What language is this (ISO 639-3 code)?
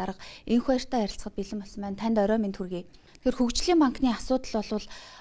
mon